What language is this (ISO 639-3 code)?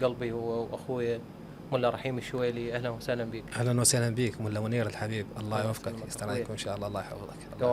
acm